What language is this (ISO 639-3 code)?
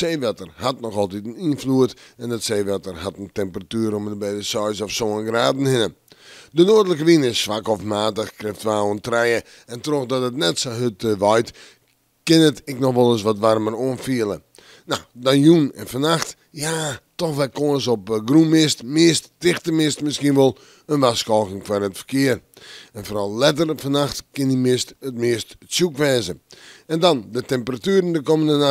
fry